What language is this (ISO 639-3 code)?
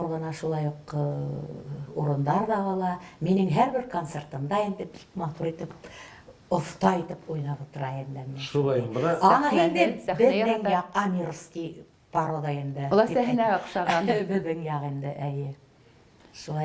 bak